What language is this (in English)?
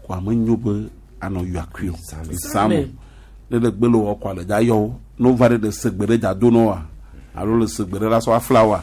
Gen